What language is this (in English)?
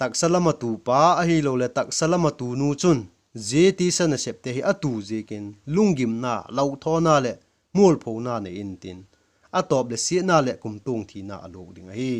Vaiphei